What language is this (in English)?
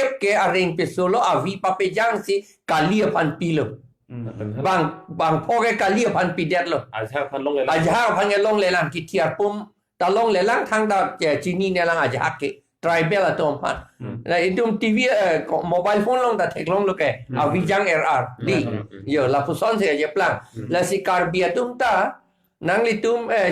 Karbi